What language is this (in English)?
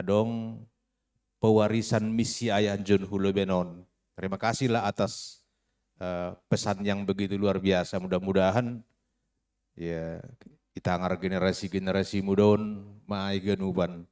Batak Simalungun